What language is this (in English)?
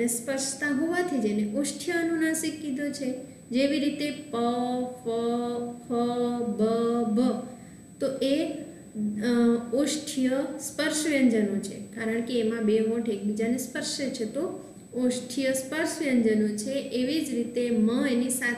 Gujarati